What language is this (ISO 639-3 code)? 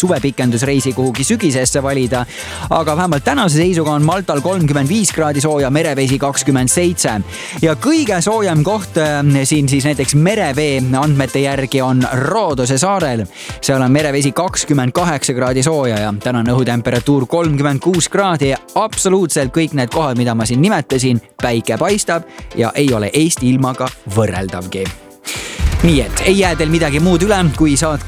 est